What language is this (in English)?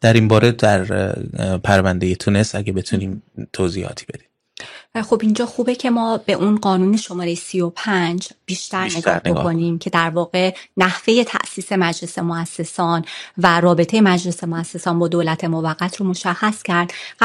Persian